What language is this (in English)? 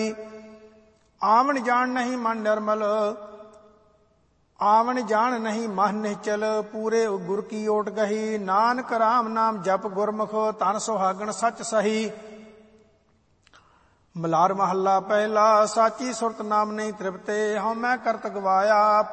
Punjabi